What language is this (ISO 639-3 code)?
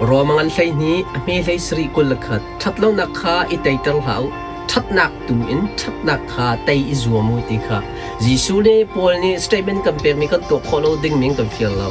cnh